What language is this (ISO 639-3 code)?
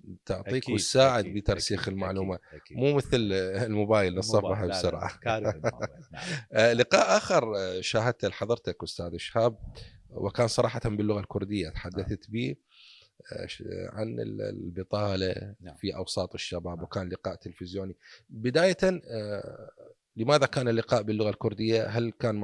acm